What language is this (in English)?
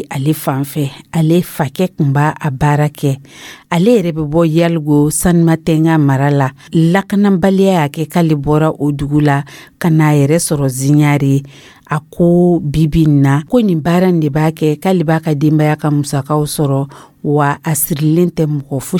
Dyula